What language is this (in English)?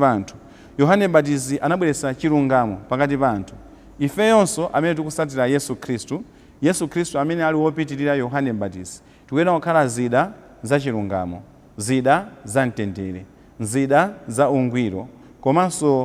Nyanja